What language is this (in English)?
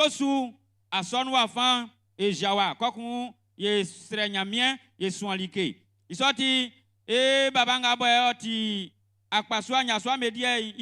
Baoulé